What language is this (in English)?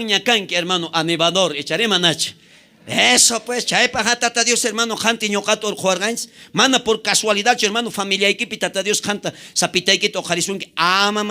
South Bolivian Quechua